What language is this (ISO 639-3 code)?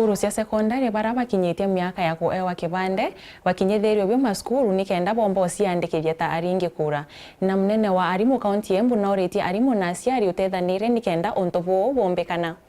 mer